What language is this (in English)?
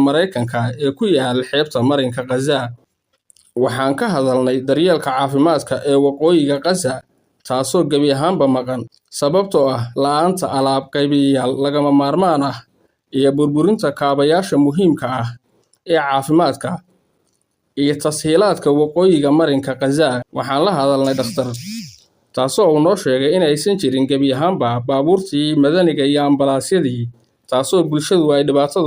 Somali